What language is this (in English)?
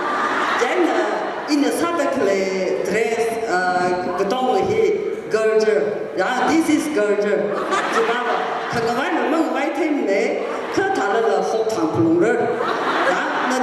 Tangkhul Naga (India)